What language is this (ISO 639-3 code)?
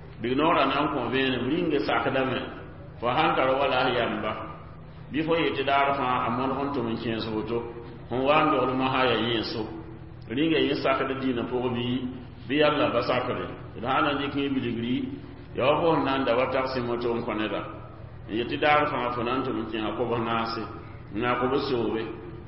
mos